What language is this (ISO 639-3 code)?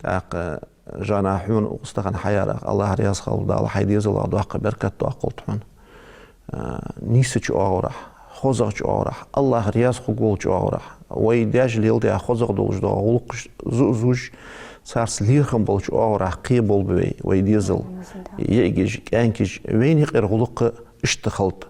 inh